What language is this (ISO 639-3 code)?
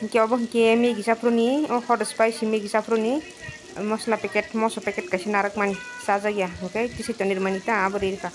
trp